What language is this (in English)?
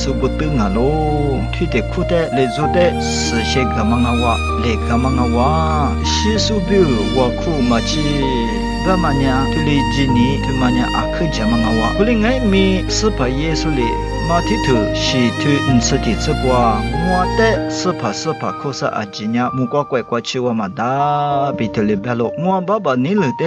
Lisu